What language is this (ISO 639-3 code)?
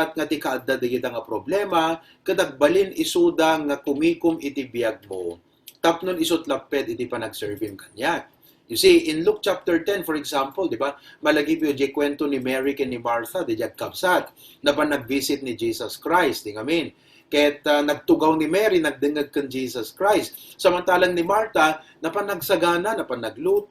ilo